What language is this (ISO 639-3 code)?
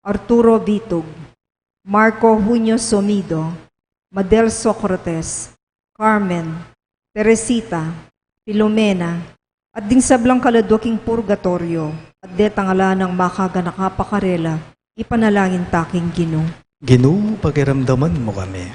pam